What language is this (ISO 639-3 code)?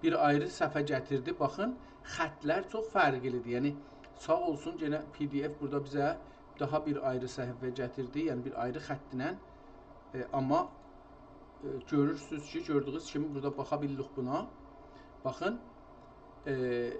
azb